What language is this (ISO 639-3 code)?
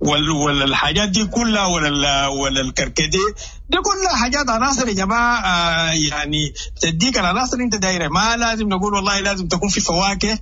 apd